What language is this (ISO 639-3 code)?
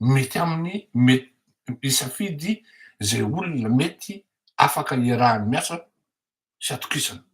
mlg